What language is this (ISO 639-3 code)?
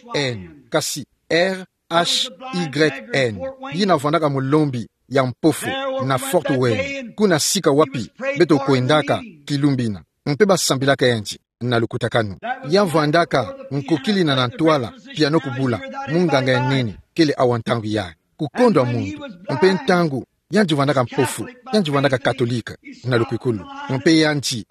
ktu